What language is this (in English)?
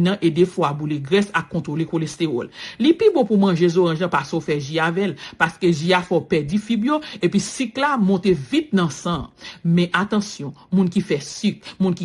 Haitian Creole